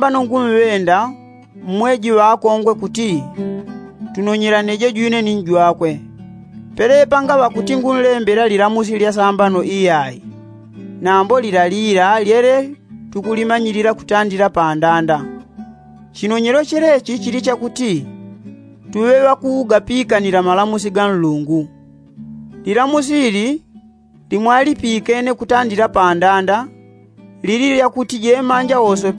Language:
Yao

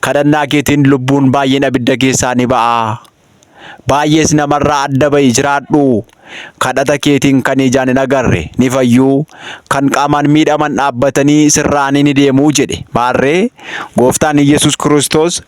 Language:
Oromo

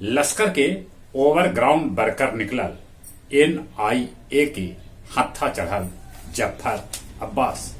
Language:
Magahi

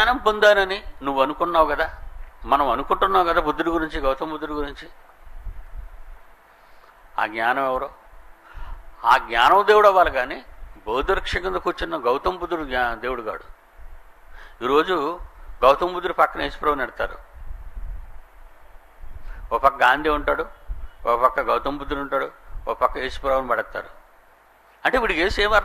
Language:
Telugu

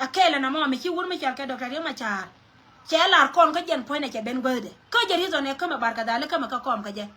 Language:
Nuer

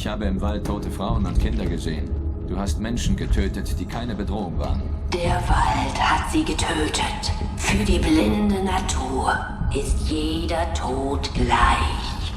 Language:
Swiss German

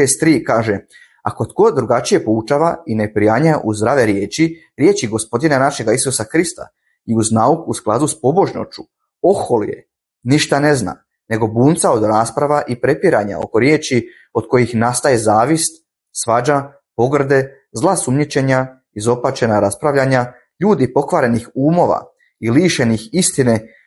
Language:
Croatian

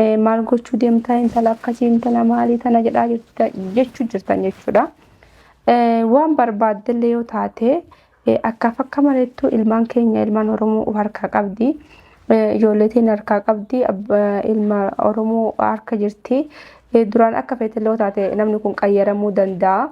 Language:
Oromo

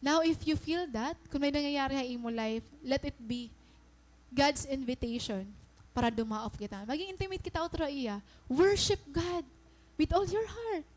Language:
Waray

